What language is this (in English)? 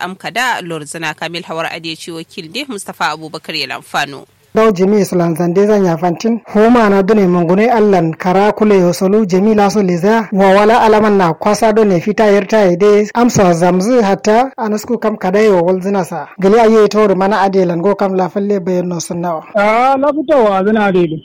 Kanuri